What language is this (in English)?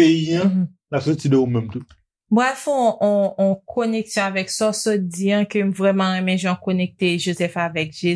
Haitian Creole